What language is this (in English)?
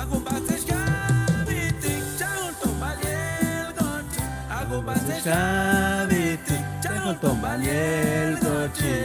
Chuj